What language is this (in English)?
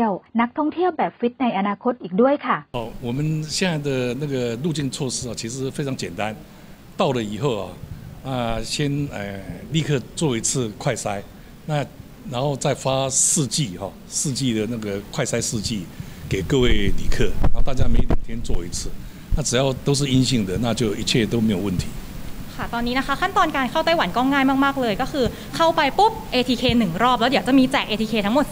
Thai